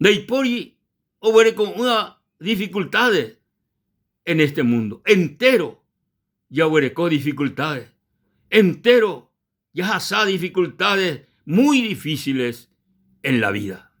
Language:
Guarani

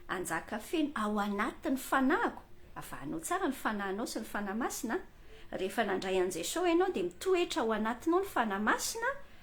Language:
Malagasy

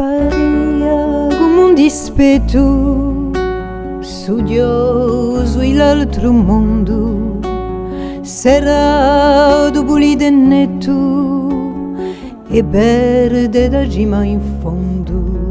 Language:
Corsican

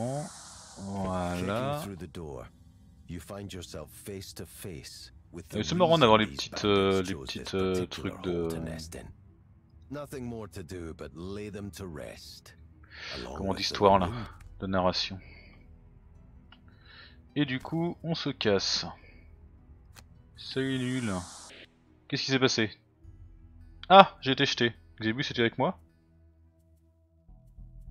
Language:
French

